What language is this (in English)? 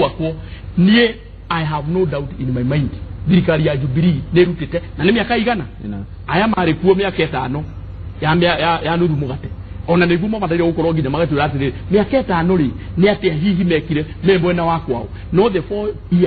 Kikuyu